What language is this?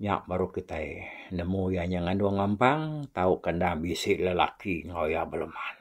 Iban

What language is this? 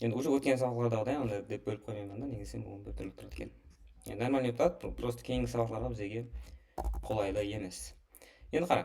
Kara-Kalpak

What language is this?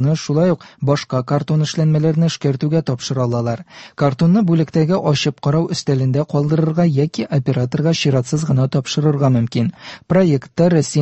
Tatar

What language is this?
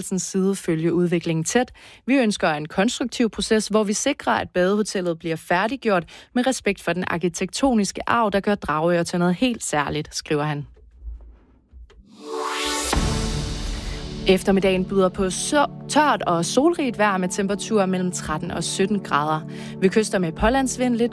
Danish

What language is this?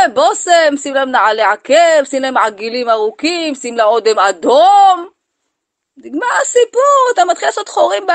Hebrew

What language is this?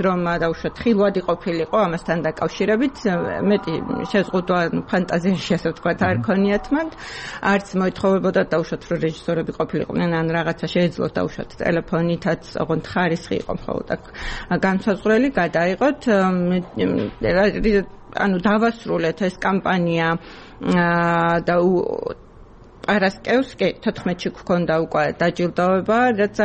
Georgian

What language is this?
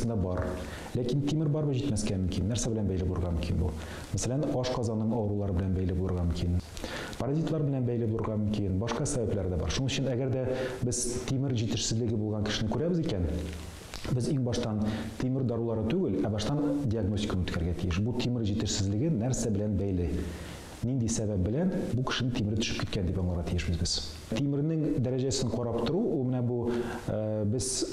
Tatar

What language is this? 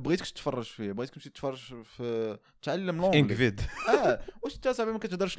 Moroccan Arabic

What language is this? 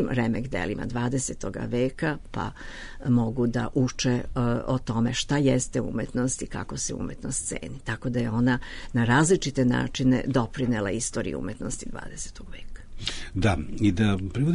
Serbian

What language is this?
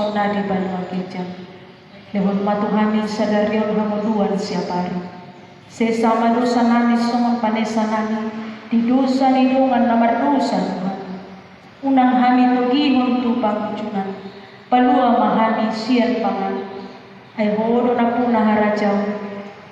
Batak Toba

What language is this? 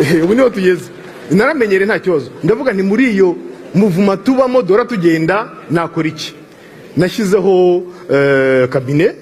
Kinyarwanda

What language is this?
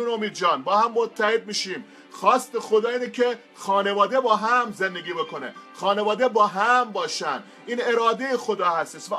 Persian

